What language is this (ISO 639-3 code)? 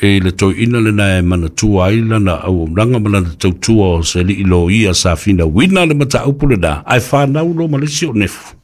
smo